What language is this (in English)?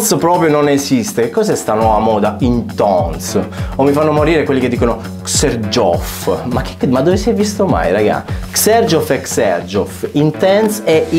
Italian